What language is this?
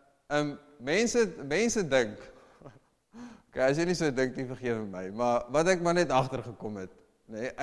Afrikaans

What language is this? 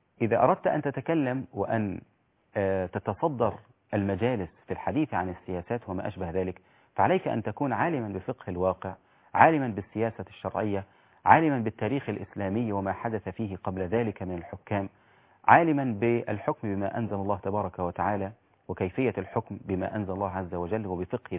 Arabic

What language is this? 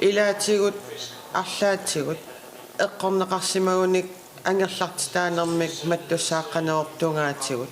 Kalaallisut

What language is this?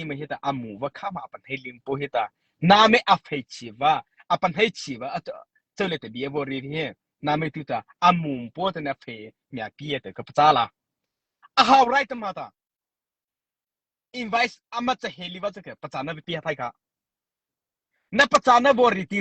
Mara Chin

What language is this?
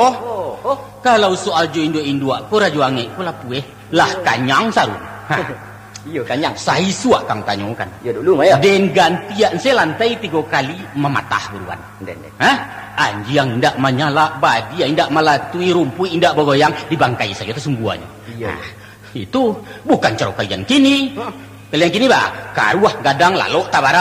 Minangkabau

